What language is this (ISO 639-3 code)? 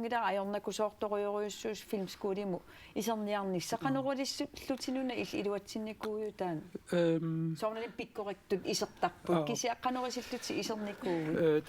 kal